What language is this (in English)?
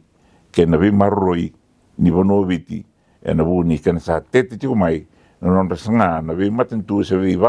Fijian